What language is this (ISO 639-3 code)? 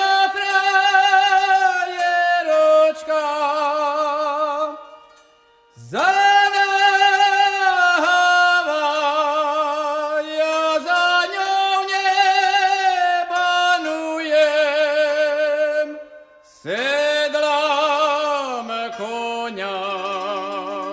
slk